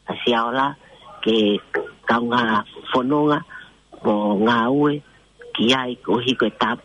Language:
Tongan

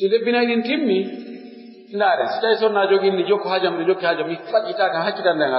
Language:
Pular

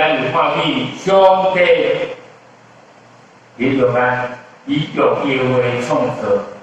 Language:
Min Nan Chinese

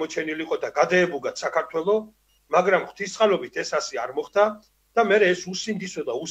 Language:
Georgian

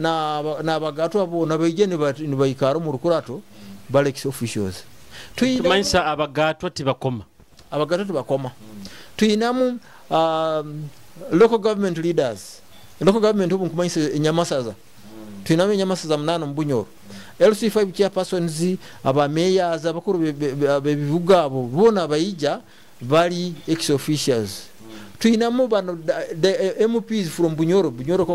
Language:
Nyoro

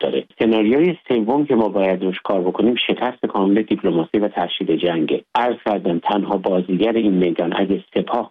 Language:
Persian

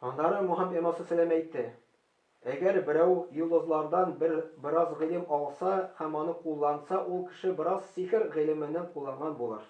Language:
Tatar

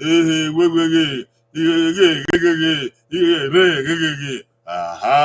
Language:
Bini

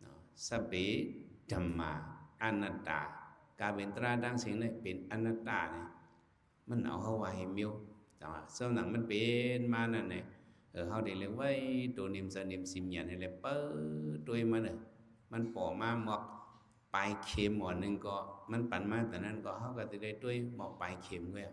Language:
Shan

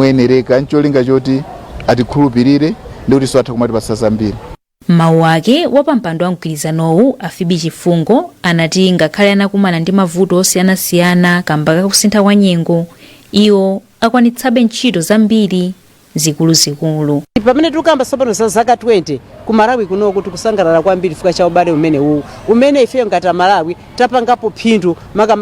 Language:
Nyanja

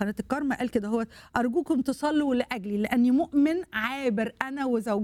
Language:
Egyptian Arabic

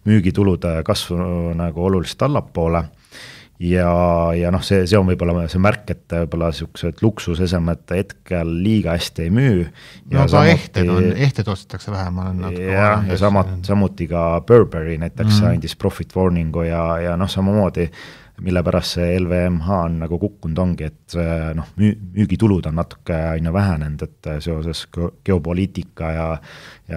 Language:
Estonian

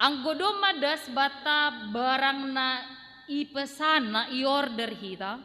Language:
Batak Simalungun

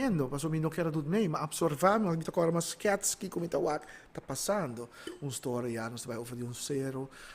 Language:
Papiamento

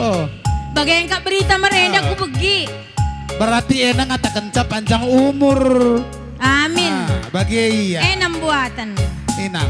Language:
Batak Karo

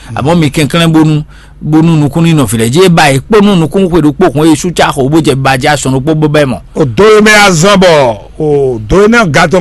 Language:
Fon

